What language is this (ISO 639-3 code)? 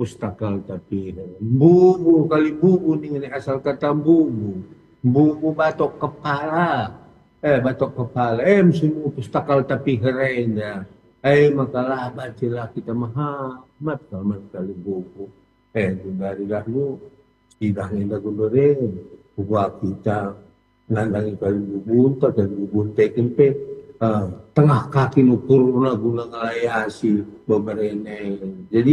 btx